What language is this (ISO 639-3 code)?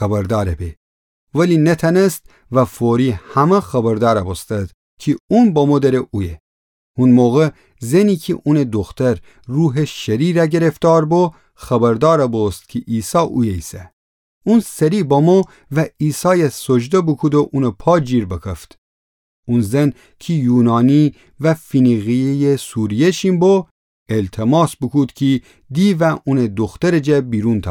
glk